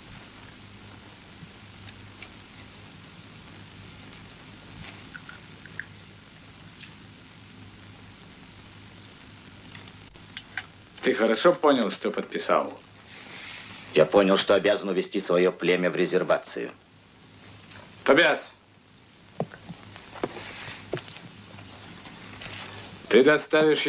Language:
Russian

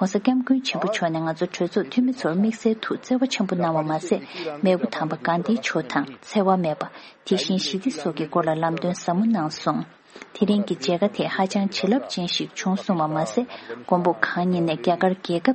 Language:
Tibetan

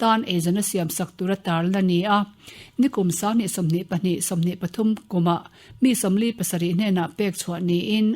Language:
Mizo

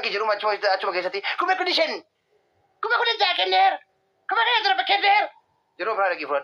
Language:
Oromo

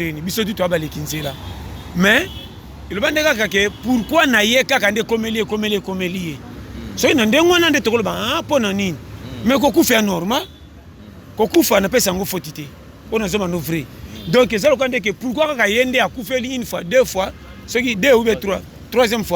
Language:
Lingala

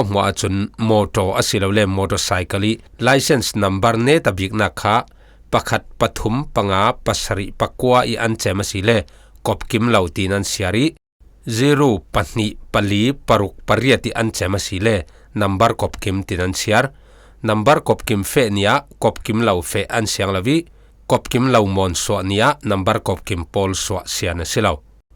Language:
Falam Chin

